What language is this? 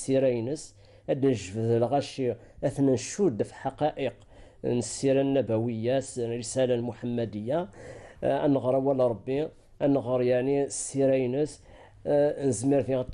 Kabyle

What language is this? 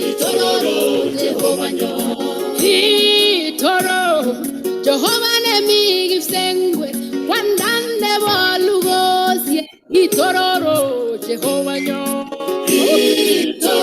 Kalenjin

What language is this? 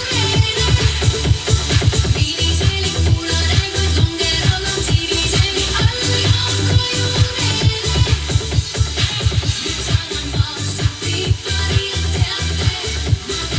Estonian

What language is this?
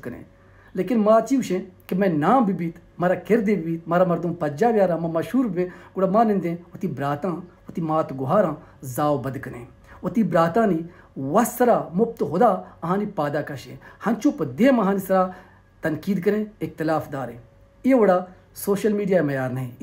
Baluchi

